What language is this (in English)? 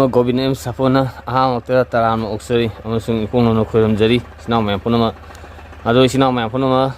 Manipuri